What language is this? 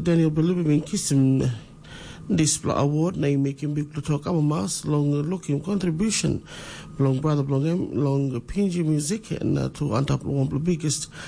Tok Pisin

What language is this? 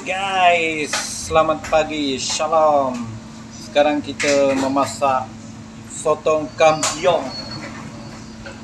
Malay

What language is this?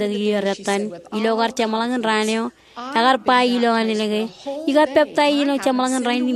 Marshallese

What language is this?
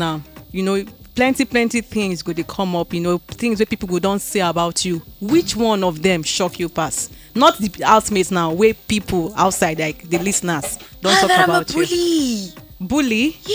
Nigerian Pidgin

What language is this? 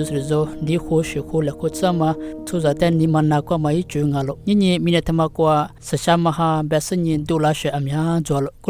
Lisu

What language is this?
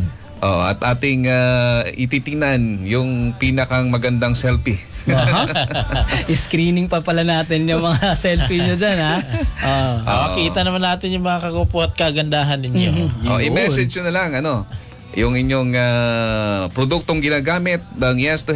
Filipino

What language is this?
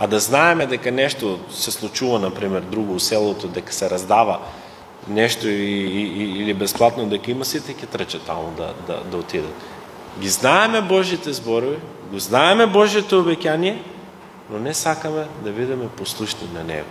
Macedonian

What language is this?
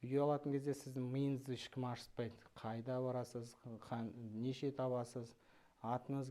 Kazakh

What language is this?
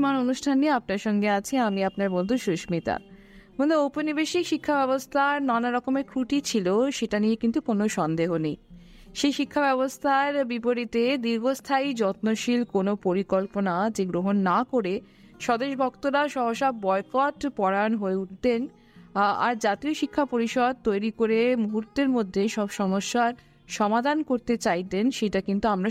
Bangla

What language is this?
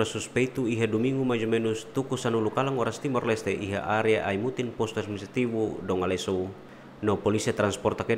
Tetum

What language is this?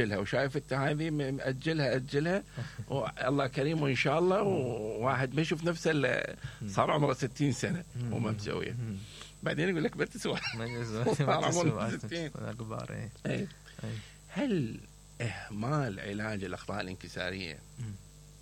Mesopotamian Arabic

